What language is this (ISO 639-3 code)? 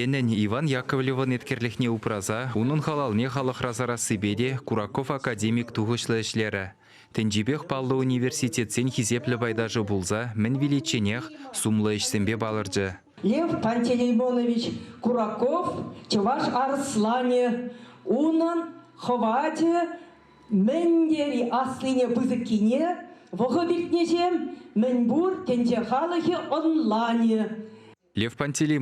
chv